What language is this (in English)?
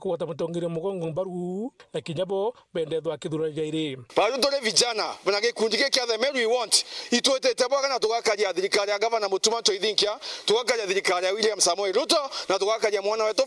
Meru